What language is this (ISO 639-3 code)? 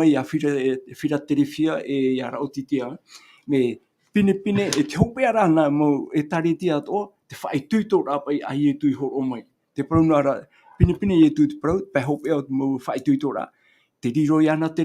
tah